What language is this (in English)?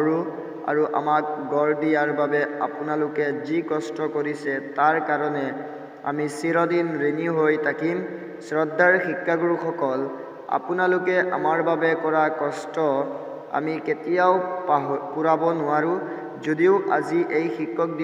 Assamese